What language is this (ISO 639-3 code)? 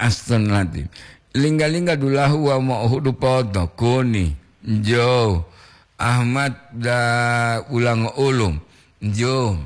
gor